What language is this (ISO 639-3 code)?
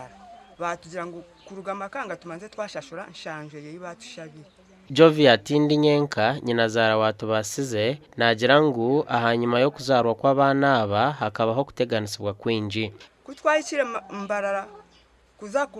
nyn